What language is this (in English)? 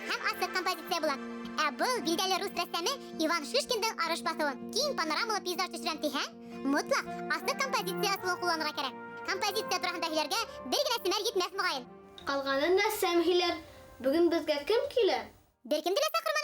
Bashkir